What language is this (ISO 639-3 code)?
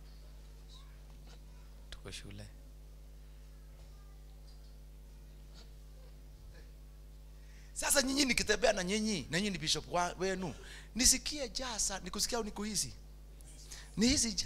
swa